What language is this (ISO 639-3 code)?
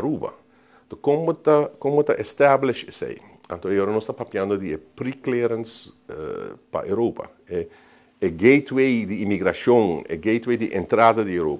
pap